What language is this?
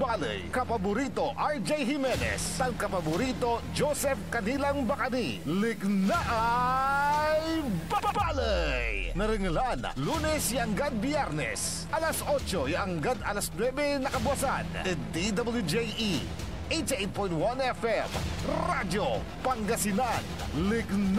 Pangasinan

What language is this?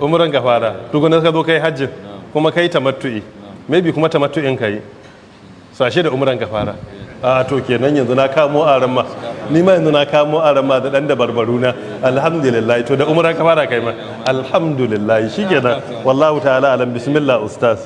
Hausa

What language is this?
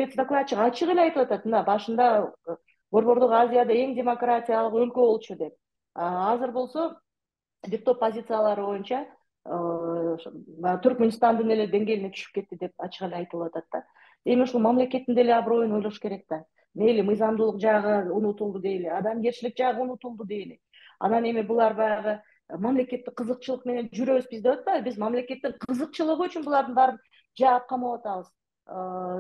Kyrgyz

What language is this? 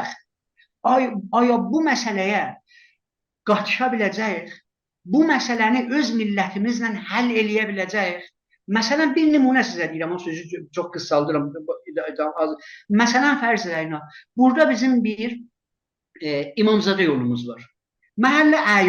South Azerbaijani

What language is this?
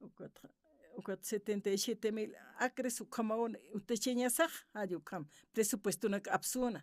Aymara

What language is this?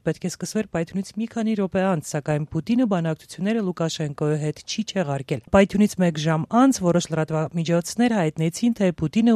Armenian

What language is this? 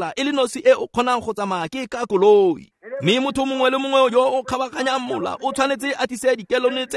Tswana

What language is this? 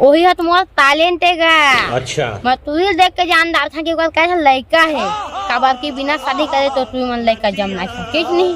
Chhattisgarhi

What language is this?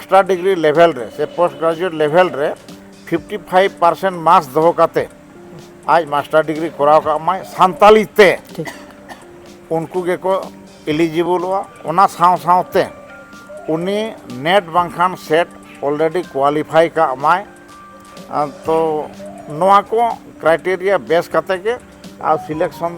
Santali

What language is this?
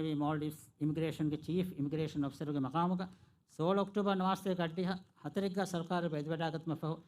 Divehi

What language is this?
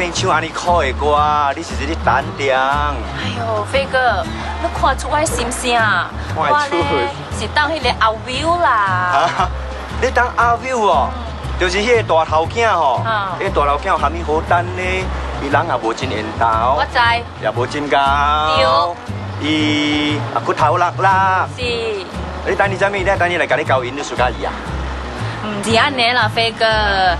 Min Nan Chinese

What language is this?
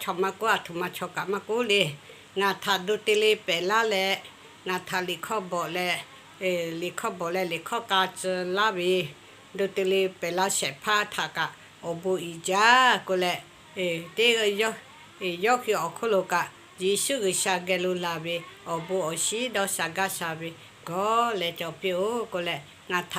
Lahu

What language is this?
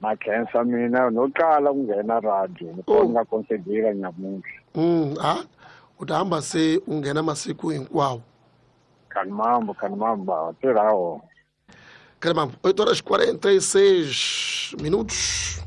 Tsonga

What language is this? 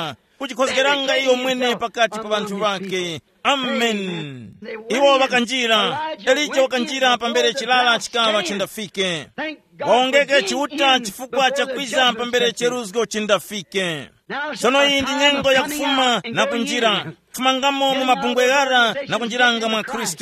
Tumbuka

